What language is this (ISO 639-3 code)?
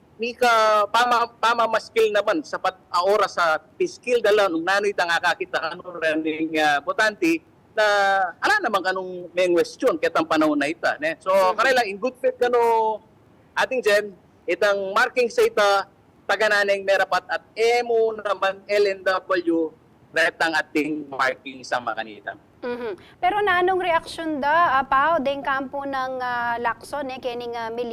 pam